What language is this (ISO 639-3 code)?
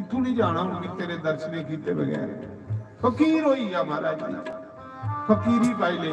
doi